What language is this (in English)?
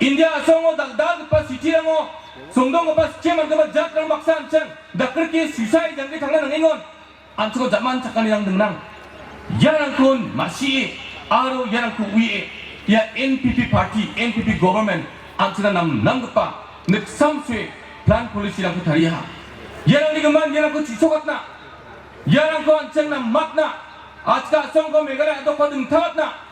Garo